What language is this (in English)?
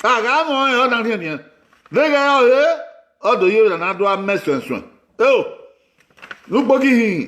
Bini